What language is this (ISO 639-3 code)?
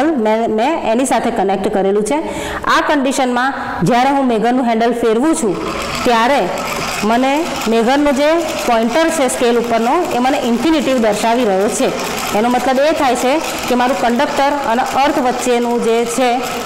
guj